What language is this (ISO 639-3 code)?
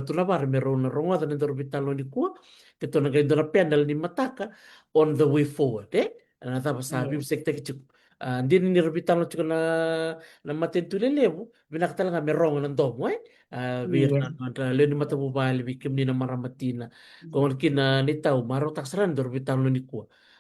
fij